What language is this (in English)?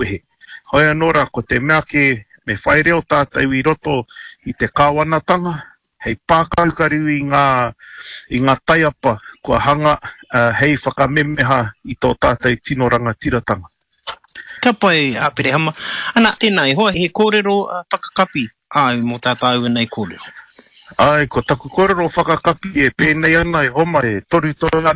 Māori